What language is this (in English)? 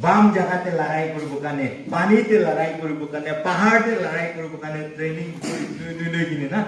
Naga Pidgin